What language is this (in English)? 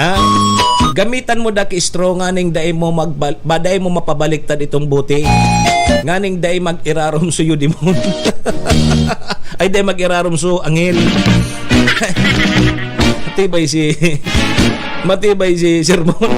Bikol